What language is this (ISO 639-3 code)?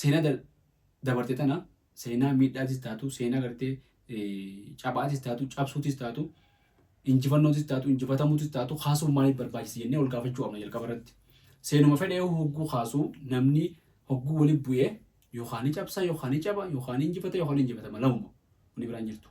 orm